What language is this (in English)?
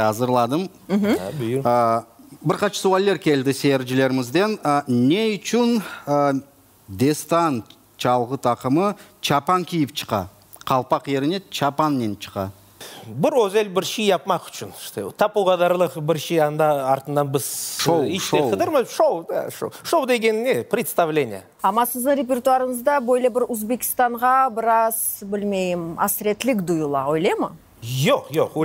Crimean Tatar